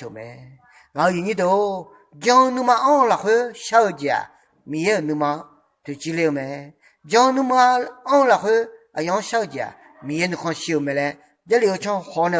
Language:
Akha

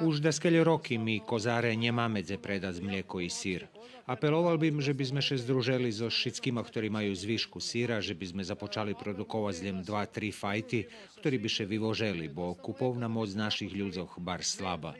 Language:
Rusyn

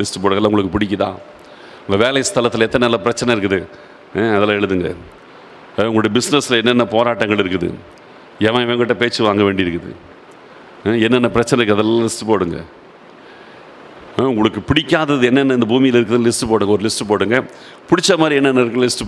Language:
Tamil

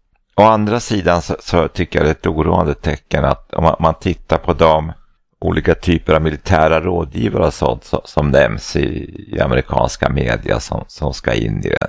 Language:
Swedish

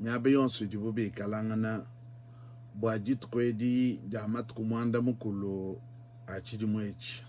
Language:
Luba-Lulua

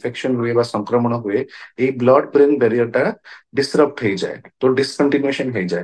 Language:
Odia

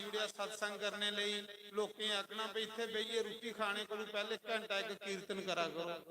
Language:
Dogri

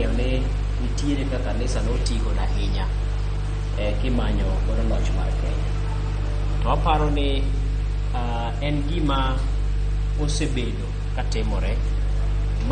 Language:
Luo (Kenya and Tanzania)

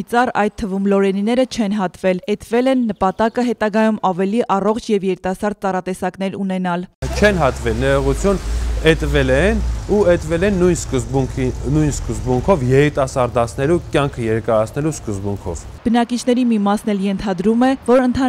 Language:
Armenian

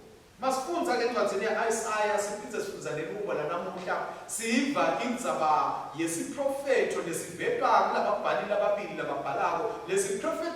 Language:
Swati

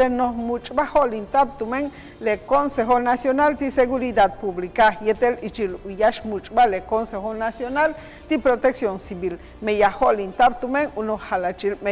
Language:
Yucateco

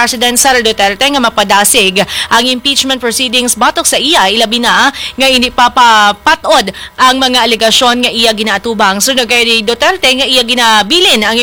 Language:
Hiligaynon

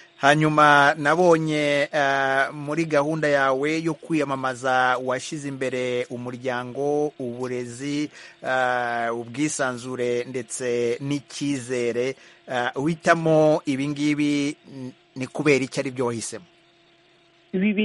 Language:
Kinyarwanda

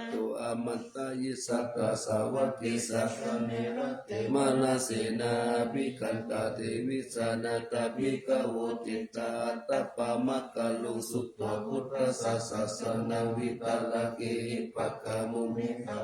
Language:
Pali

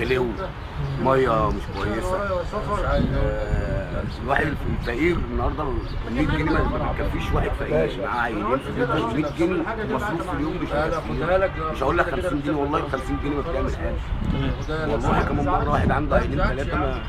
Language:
Egyptian Arabic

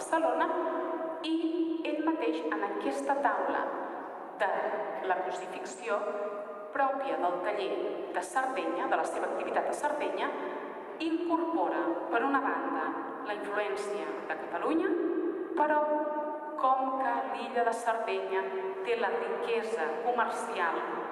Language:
Catalan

